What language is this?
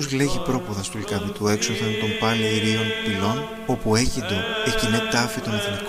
Greek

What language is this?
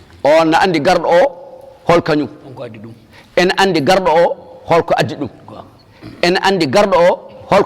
Fula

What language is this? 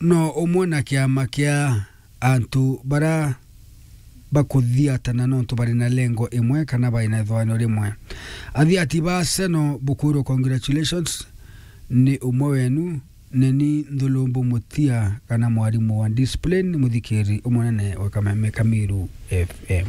Meru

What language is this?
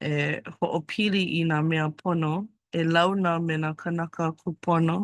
Hawaiian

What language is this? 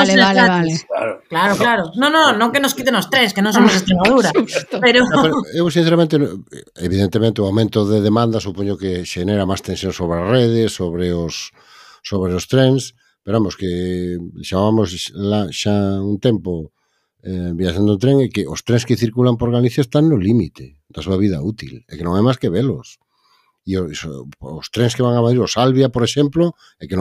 Galician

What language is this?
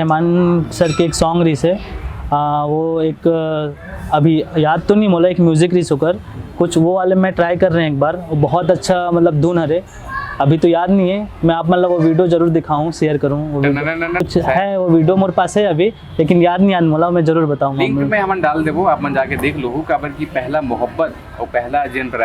Chhattisgarhi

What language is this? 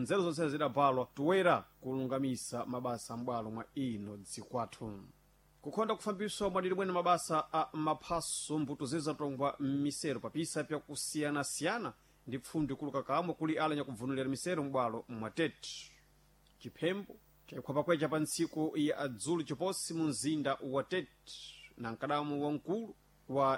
Sena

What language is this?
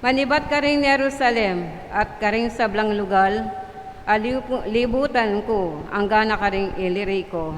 Pampanga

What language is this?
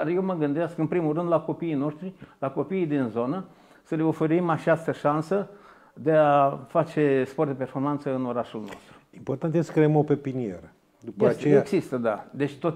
Romanian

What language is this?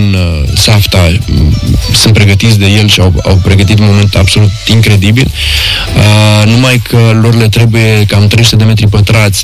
Romanian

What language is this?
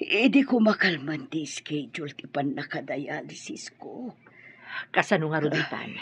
Iloko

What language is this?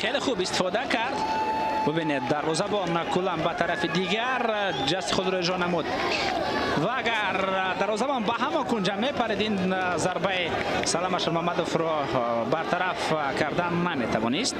Tajik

